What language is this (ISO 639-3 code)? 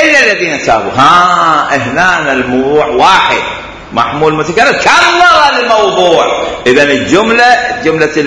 acm